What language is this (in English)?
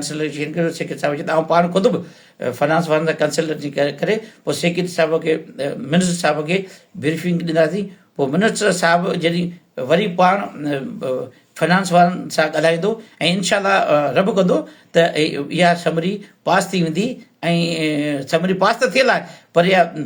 Sindhi